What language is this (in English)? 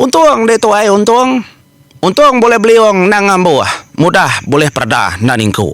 Iban